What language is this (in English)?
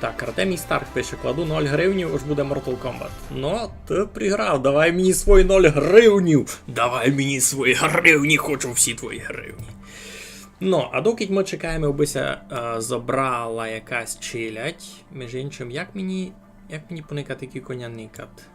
Rusyn